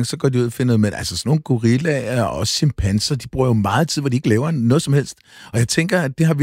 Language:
Danish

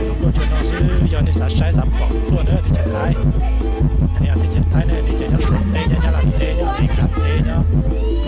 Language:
Hmong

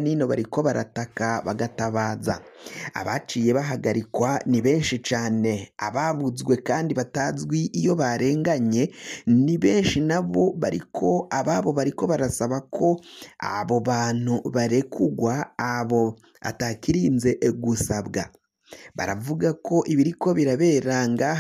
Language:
Rundi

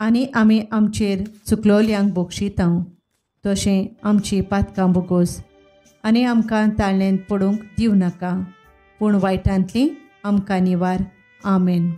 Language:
Konkani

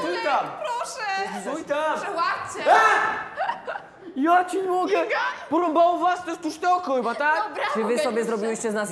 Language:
Polish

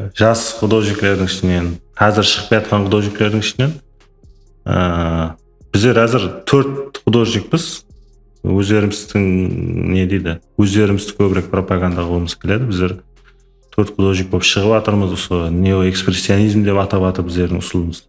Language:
Kara-Kalpak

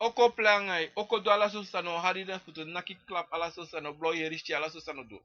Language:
Sranan Tongo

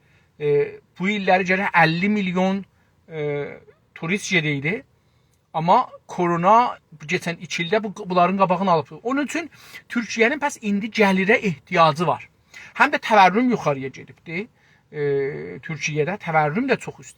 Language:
South Azerbaijani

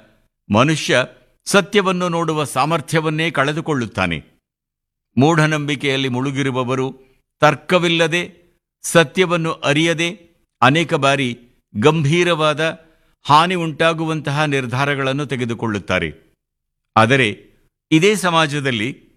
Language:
Kannada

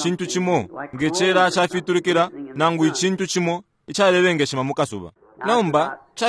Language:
Bemba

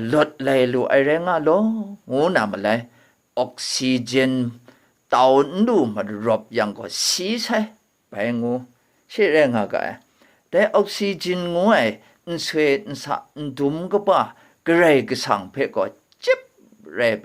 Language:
Kachin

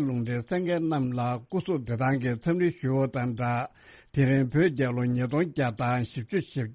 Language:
Tibetan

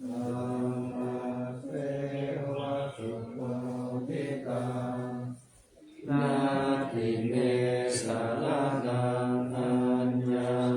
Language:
Pali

